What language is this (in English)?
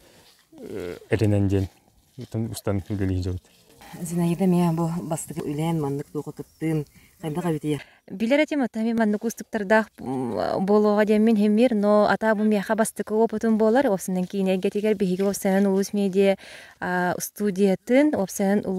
Yakut